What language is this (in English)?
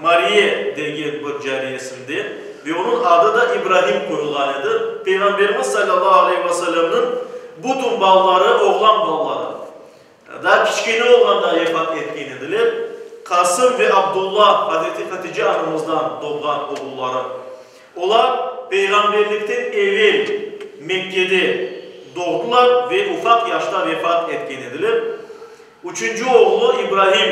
Crimean Tatar